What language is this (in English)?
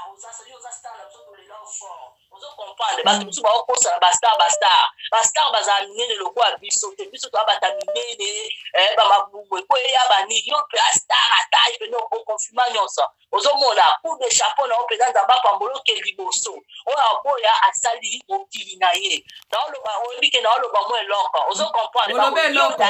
Lingala